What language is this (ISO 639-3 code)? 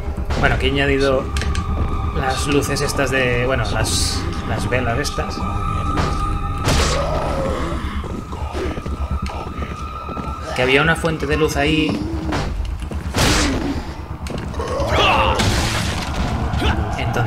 spa